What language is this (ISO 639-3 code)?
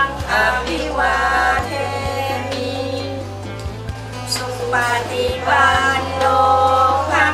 tha